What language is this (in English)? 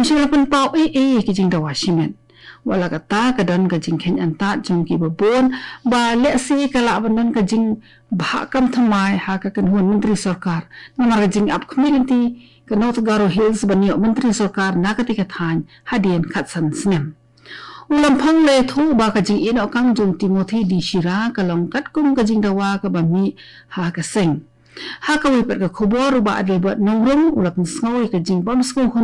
Khasi